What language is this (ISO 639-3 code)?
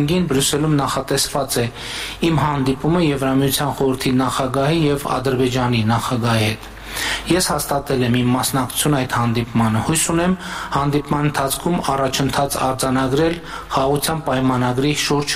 hye